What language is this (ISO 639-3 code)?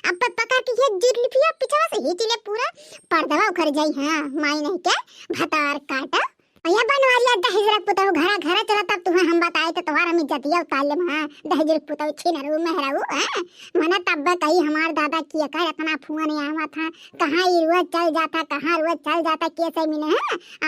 awa